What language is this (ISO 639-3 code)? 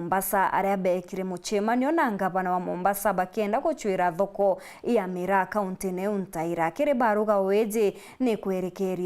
mer